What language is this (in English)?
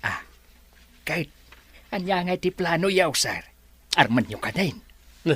Iloko